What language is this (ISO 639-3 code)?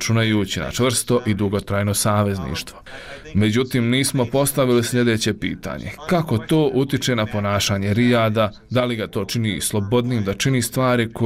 bos